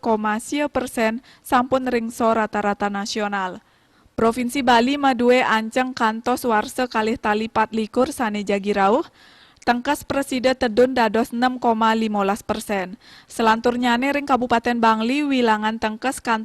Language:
Balinese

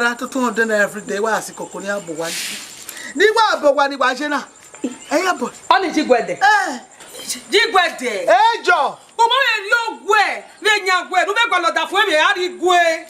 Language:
Bini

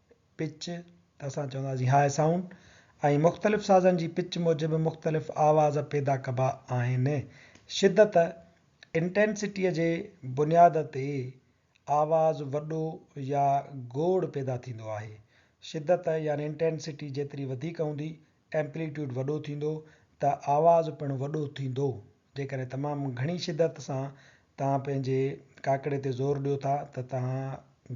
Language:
Sindhi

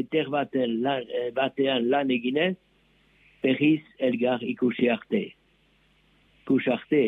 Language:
Basque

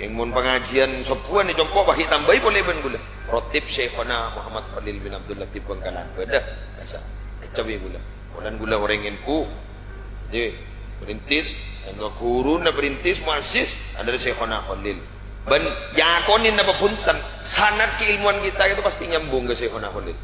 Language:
Madurese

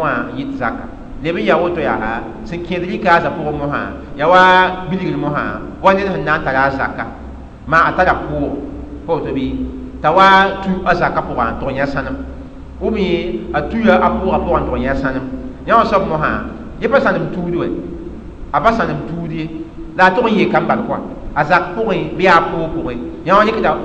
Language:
Mossi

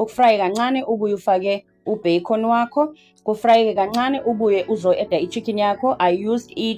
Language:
Zulu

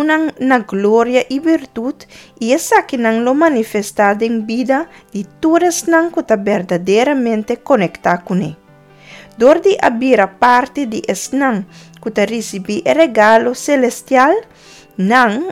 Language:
Papiamento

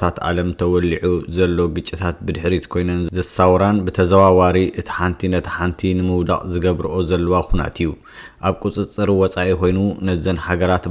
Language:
Tigrinya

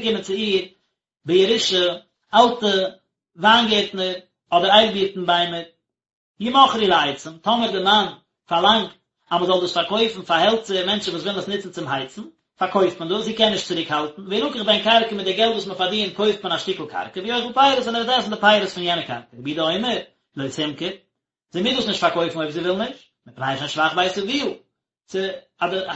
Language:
Yiddish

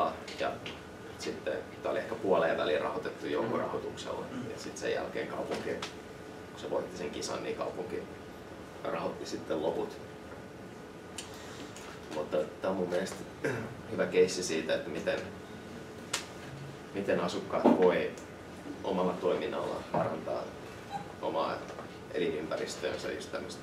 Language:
Finnish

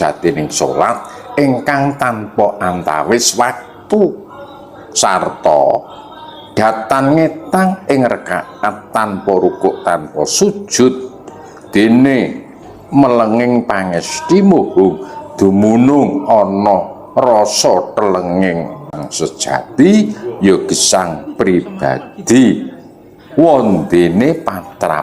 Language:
Javanese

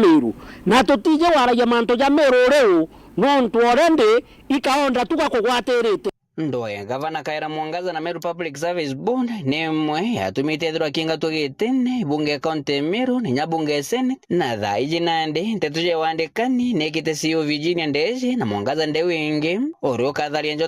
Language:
Meru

